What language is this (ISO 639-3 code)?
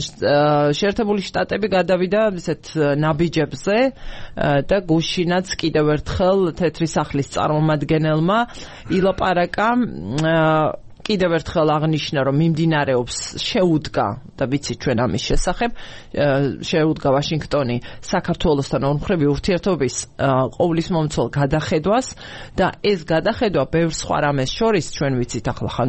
kat